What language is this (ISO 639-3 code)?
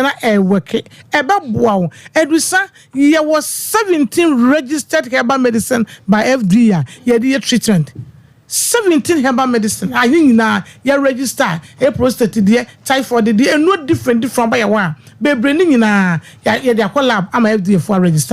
aka